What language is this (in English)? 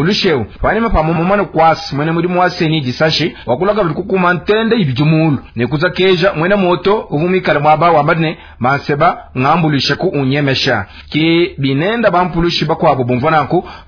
Luba-Lulua